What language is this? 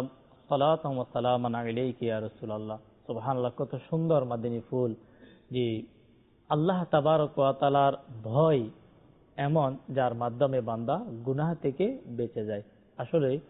Bangla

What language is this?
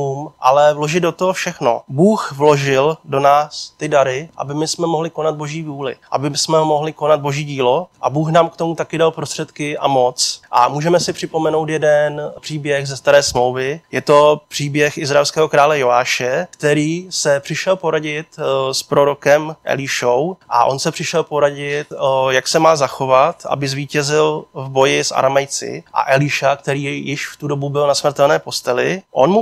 Czech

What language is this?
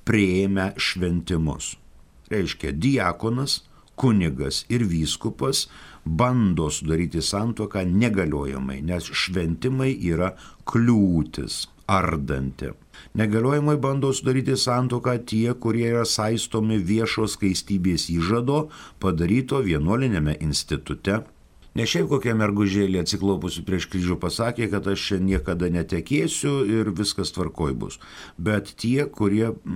Lithuanian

